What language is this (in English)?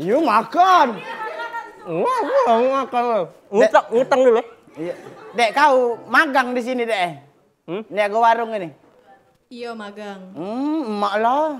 Musi